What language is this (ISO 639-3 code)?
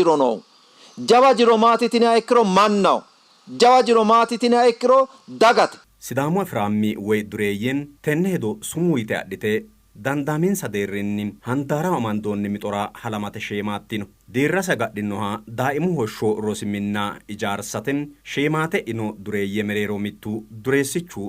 sid